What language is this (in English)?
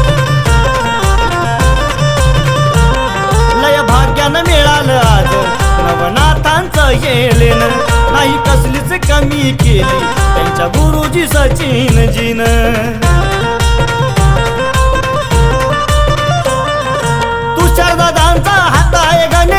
Marathi